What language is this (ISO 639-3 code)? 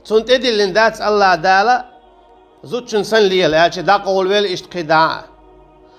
che